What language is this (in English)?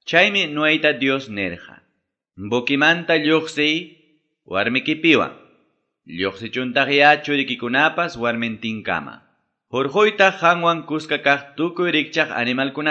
Quechua